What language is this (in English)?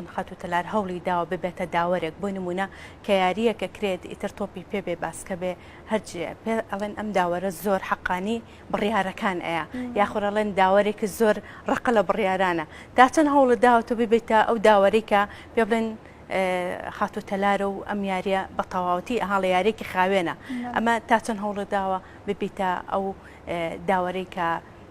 Central Kurdish